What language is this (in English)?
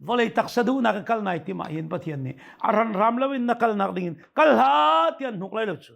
Hakha Chin